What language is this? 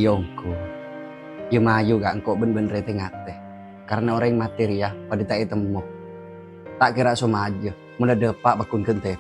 Madurese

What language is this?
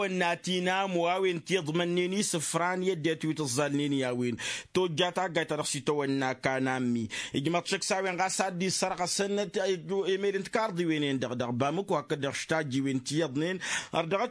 Tamasheq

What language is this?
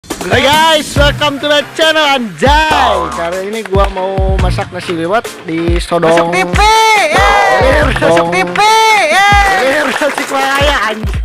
Betawi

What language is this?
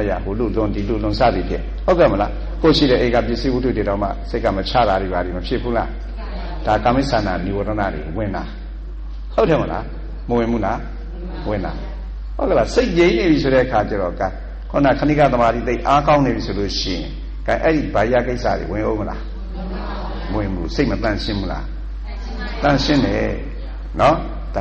Burmese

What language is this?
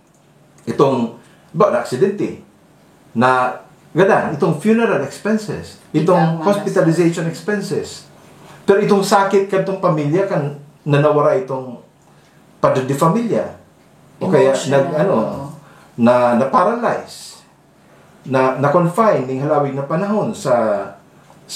Bikol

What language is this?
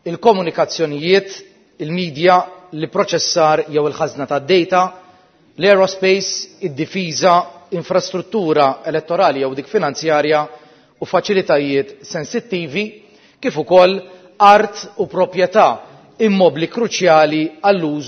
Maltese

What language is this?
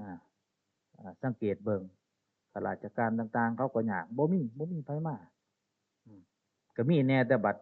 Northeastern Thai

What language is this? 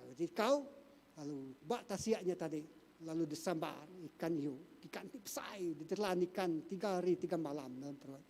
Iban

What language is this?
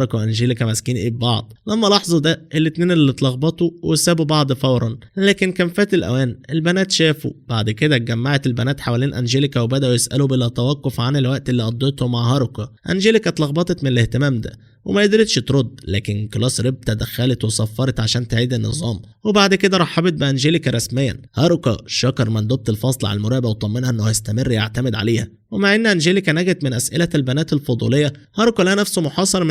Egyptian Arabic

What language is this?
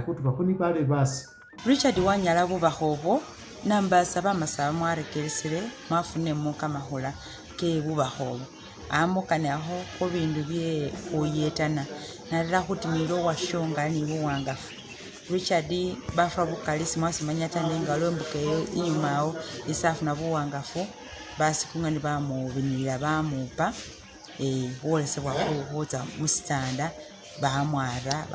Masaaba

